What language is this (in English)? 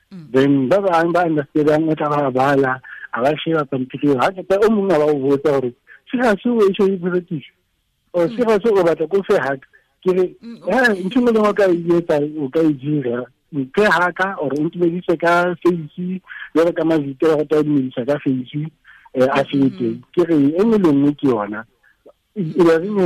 Tswana